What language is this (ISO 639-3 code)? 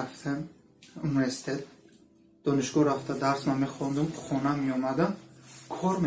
tgk